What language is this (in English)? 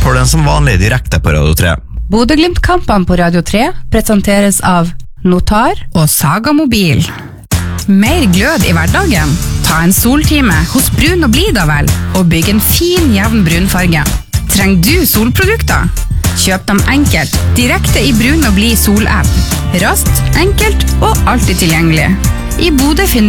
Norwegian